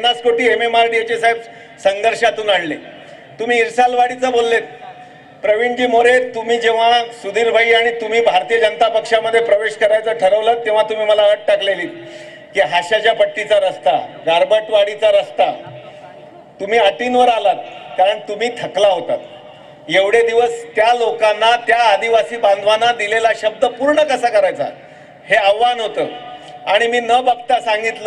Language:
Marathi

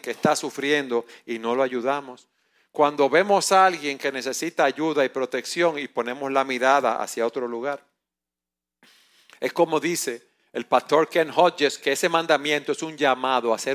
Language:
Spanish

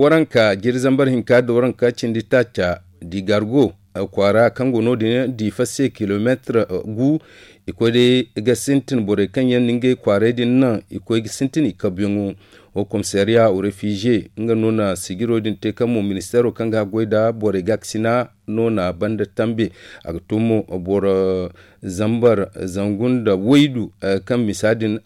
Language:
Zarma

